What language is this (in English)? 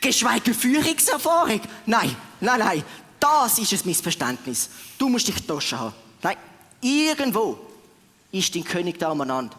Swiss German